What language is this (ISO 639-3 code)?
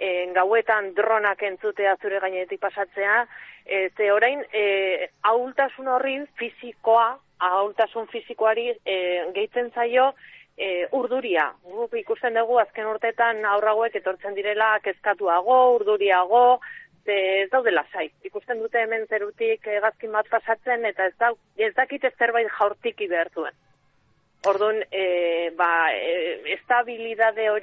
eus